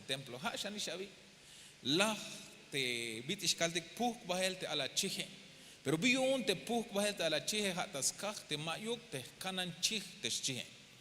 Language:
Tzeltal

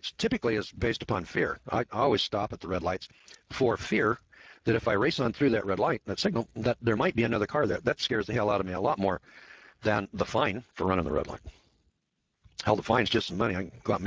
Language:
English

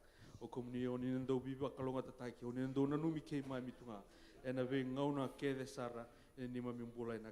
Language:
Fijian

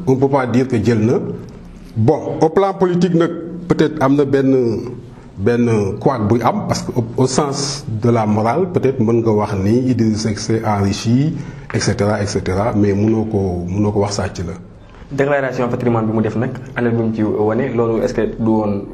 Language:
Wolof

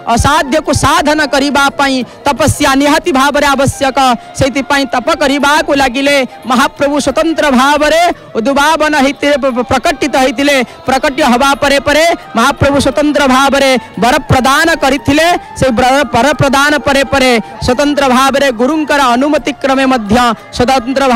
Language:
Odia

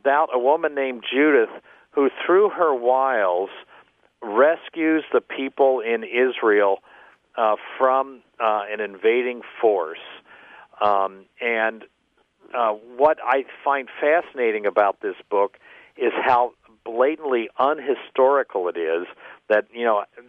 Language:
English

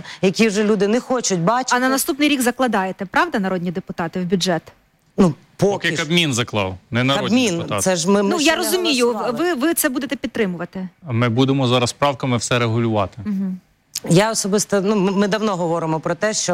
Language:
Ukrainian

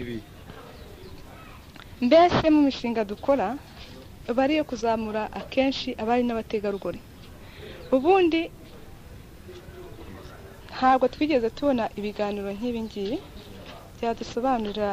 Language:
Kinyarwanda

